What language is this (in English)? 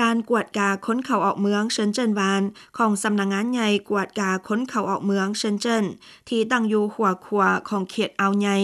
Lao